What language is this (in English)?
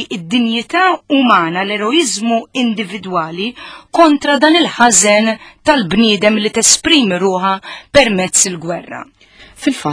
Maltese